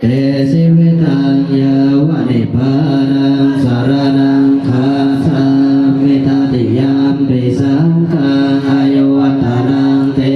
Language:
Pali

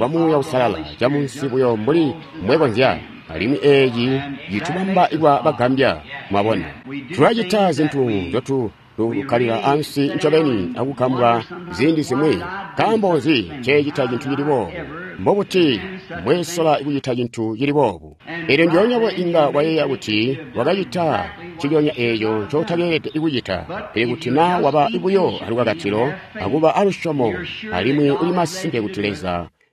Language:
Tonga (Zambia)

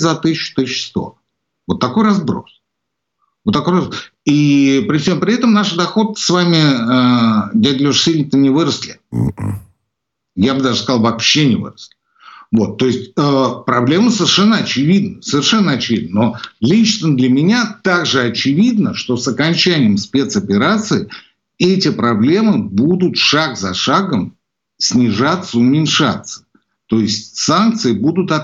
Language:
Russian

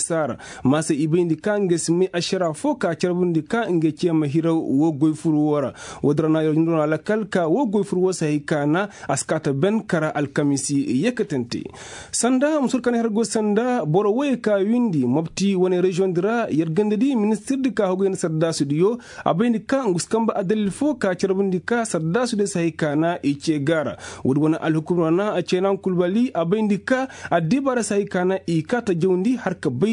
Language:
Koyraboro Senni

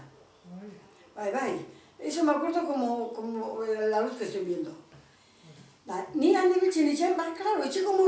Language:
Basque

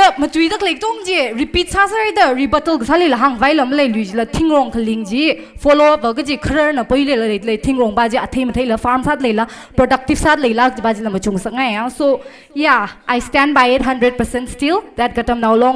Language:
Tangkhul Naga (India)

